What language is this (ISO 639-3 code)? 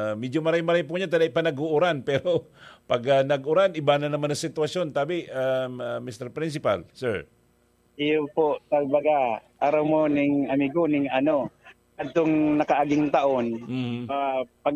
bik